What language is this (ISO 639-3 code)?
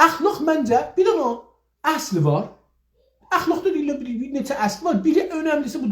azb